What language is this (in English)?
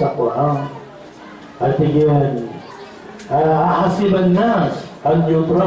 Maranao